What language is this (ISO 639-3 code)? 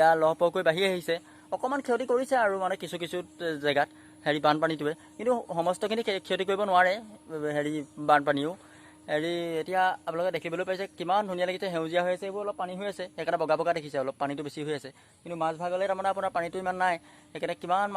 asm